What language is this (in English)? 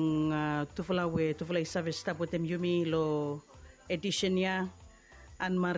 Bislama